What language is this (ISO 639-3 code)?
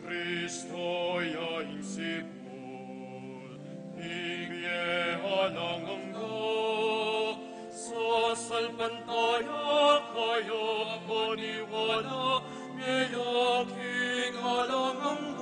pam